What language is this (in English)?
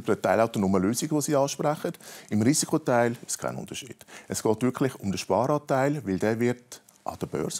German